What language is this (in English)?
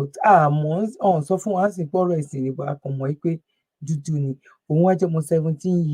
Yoruba